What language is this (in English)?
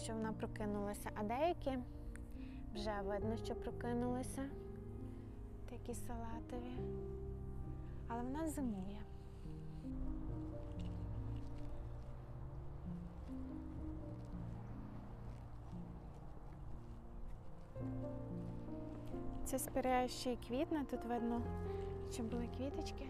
Ukrainian